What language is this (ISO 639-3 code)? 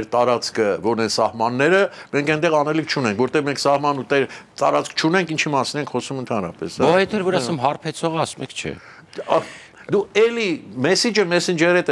hye